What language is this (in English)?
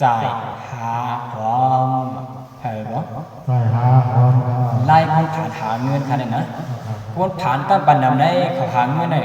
Shan